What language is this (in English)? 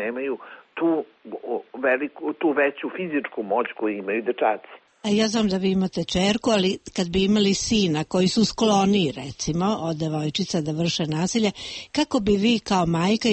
Serbian